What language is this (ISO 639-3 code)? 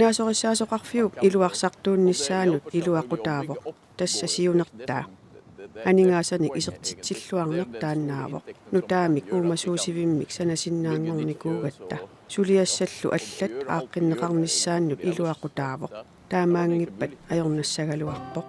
kal